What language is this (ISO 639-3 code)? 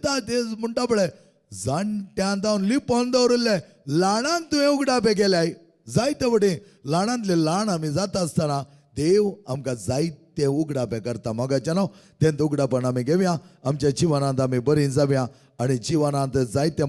kok